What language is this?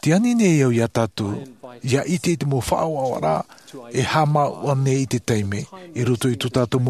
Tahitian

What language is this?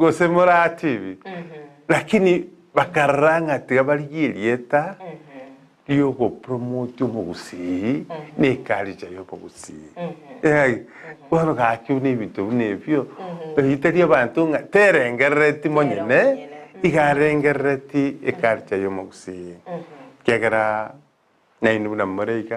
Gusii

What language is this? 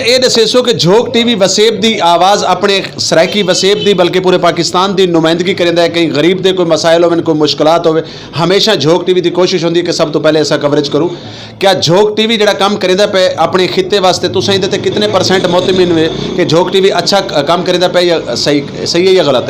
Saraiki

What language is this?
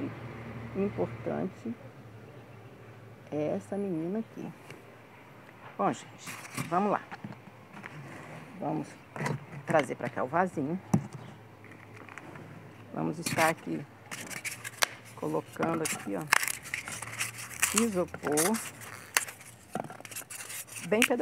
Portuguese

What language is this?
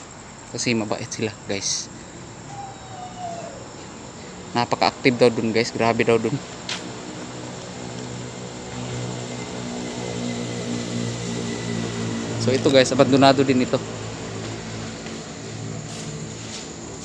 Filipino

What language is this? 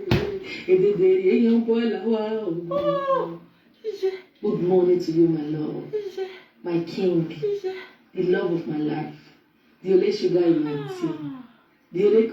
Nigerian Pidgin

